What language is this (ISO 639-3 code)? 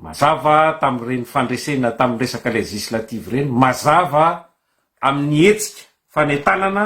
mlg